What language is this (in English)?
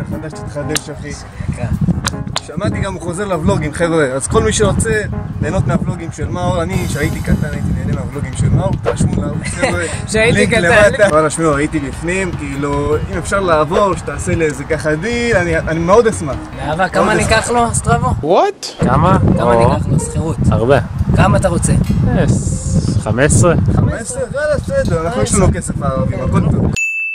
Hebrew